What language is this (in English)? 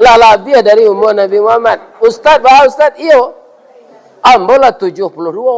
Minangkabau